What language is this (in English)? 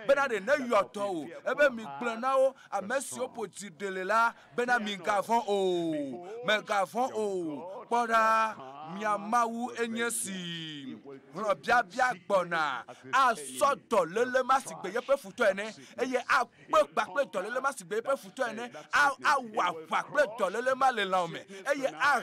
Ewe